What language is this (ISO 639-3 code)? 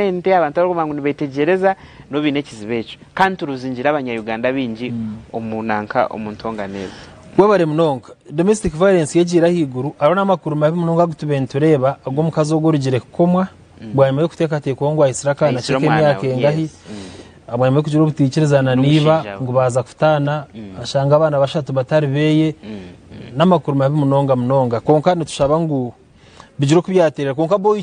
nyn